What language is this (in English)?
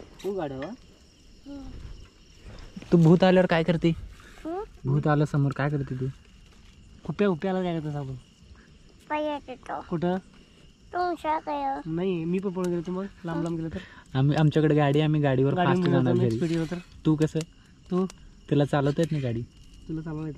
Marathi